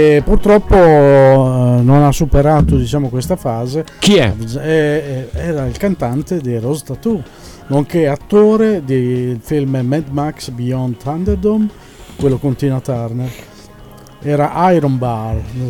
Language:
Italian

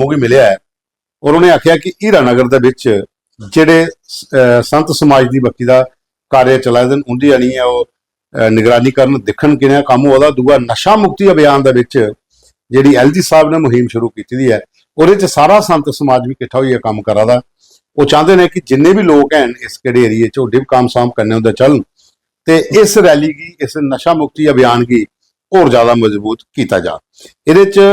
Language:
Dogri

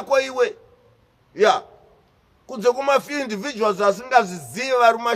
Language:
Shona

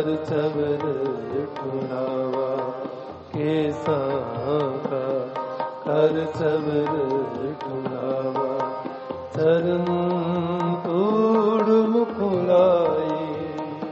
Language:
Punjabi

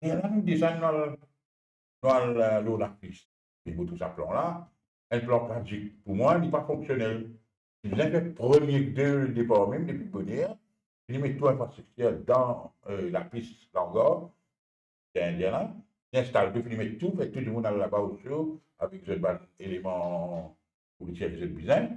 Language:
Morisyen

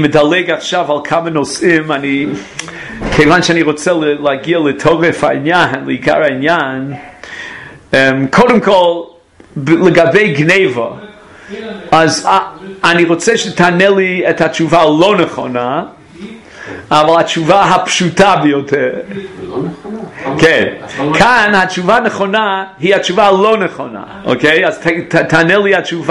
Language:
Hebrew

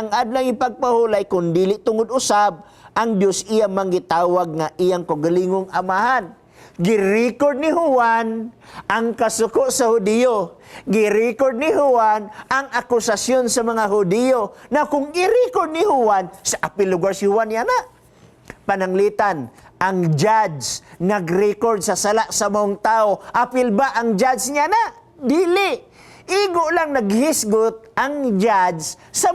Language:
Cebuano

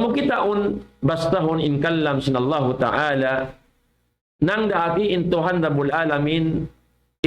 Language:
Tausug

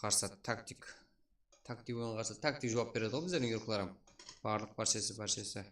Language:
Kara-Kalpak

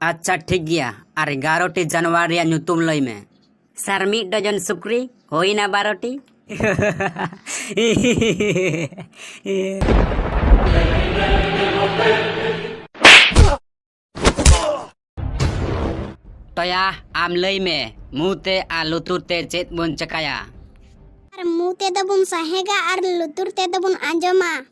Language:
Santali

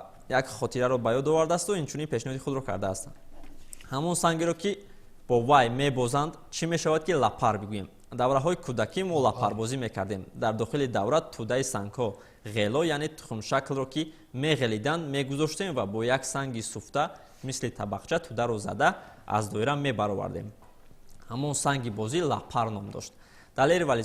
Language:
Tajik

